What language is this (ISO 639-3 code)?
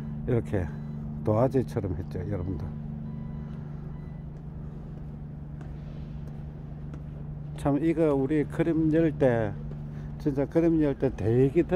kor